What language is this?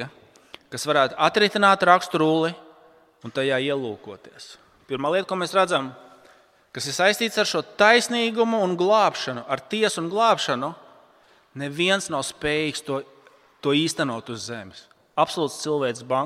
Latvian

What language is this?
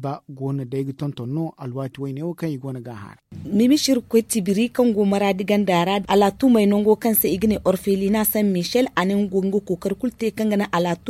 Zarma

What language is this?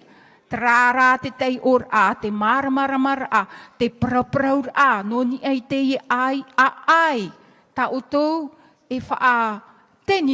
Tahitian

